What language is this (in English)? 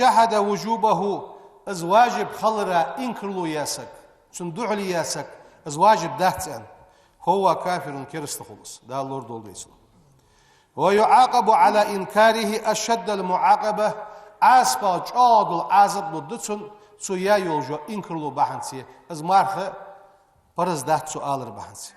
Ingush